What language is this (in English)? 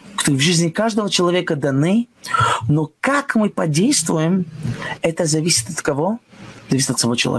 Russian